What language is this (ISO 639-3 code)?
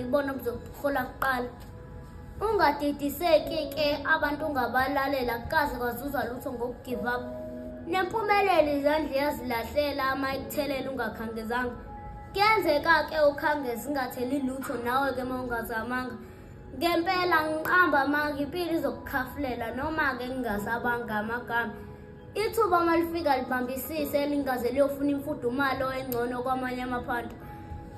zul